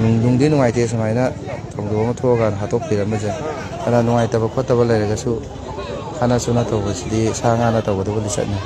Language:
Manipuri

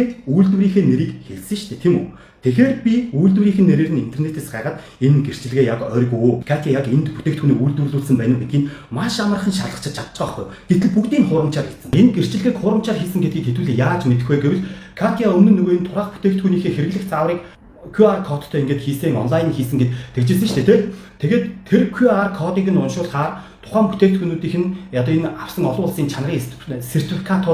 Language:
Mongolian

